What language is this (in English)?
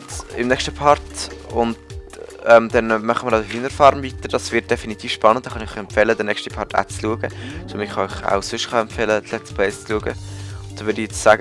Swiss German